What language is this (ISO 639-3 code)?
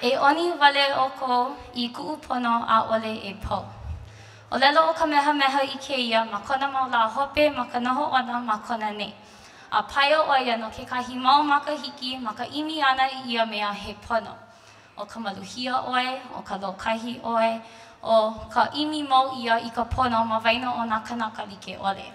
haw